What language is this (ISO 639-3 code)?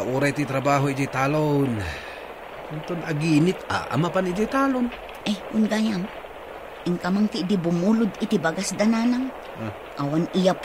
ilo